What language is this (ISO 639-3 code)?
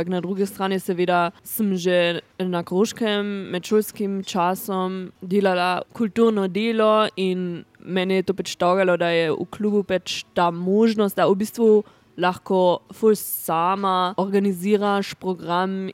slv